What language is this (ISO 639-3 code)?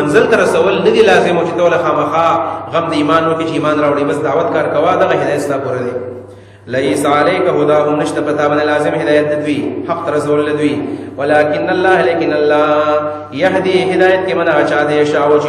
pus